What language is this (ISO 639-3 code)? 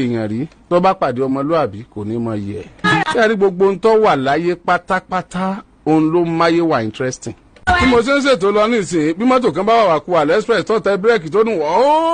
yor